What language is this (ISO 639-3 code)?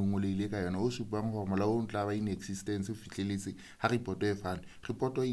sot